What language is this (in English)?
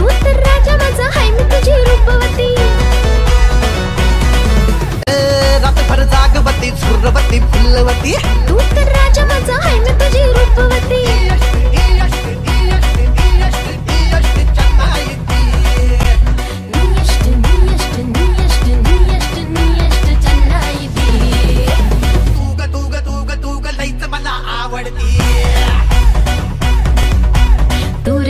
Marathi